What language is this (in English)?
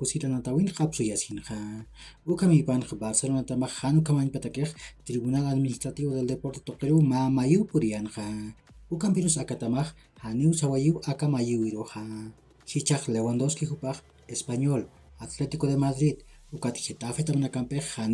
Aymara